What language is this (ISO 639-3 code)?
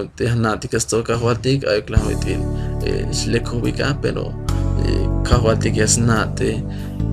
tzh